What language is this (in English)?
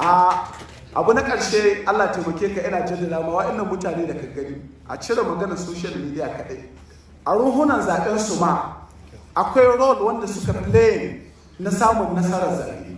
Hausa